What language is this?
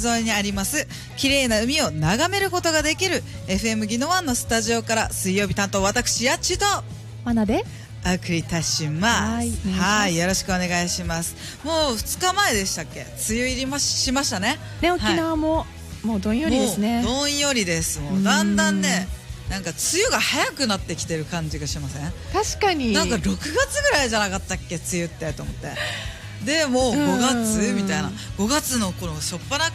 Japanese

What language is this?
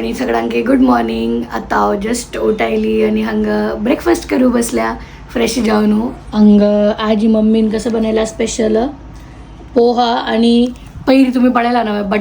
Konkani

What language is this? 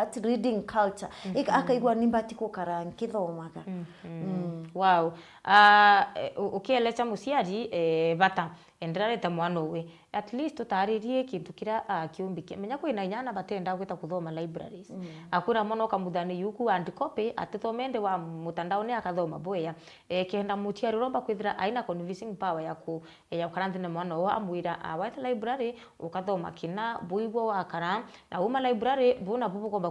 Meru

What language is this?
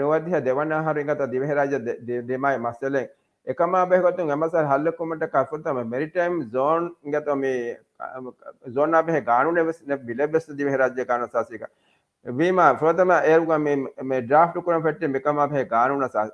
Divehi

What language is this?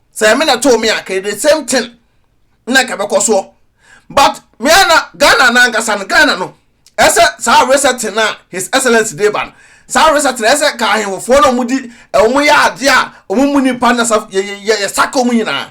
Akan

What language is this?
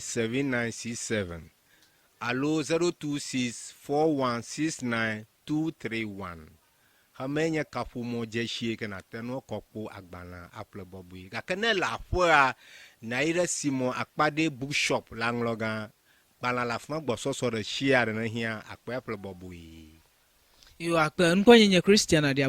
Ewe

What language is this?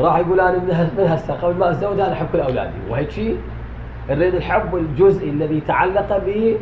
Mesopotamian Arabic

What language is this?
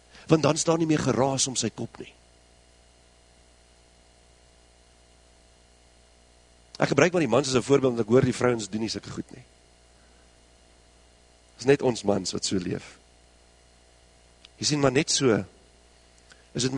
Afrikaans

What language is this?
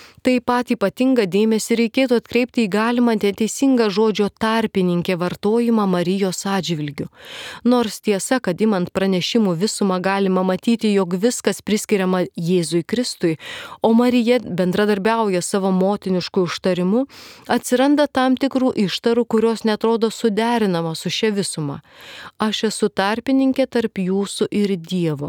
Lithuanian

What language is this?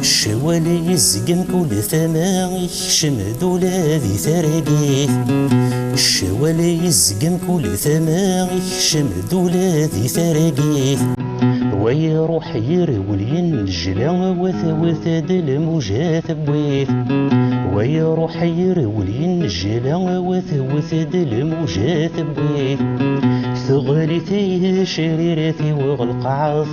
Kabyle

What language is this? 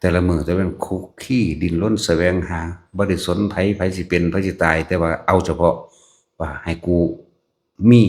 Northeastern Thai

